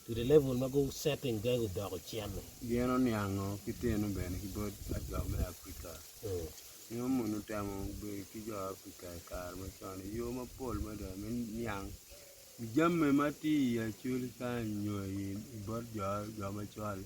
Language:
Acoli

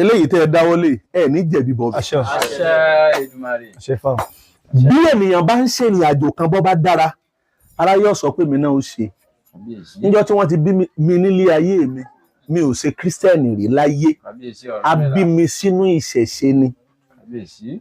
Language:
Yoruba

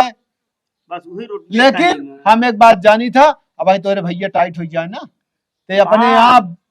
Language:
Awadhi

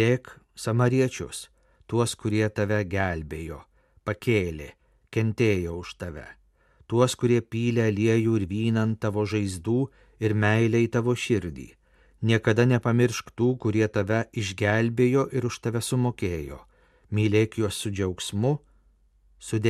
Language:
Lithuanian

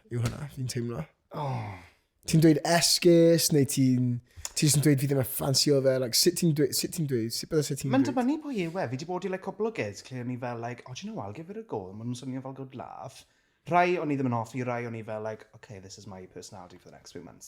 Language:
Welsh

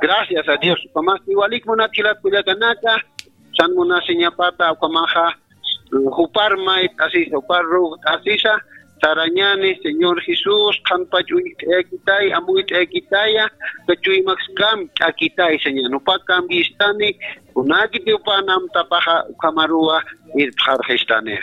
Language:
Aymara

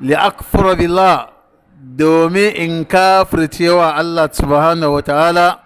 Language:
Hausa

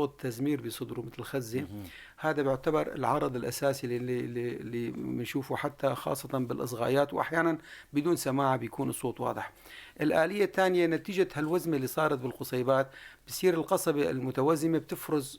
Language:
North Levantine Arabic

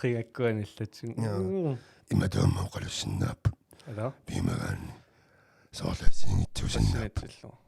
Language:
Kalaallisut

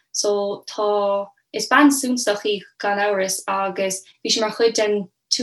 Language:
Irish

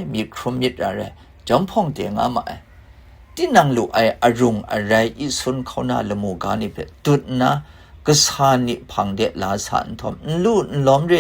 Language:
Kachin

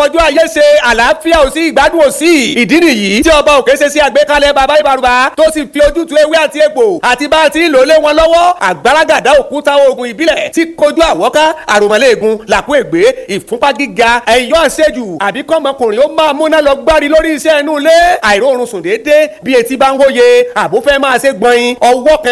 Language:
Yoruba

